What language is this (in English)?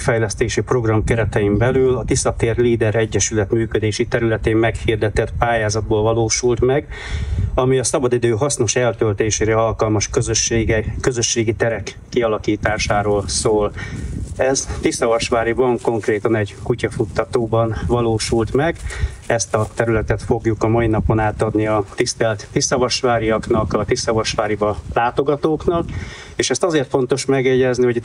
Hungarian